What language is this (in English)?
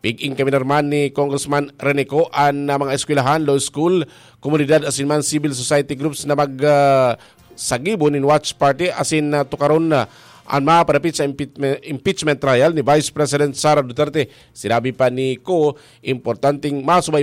Bikol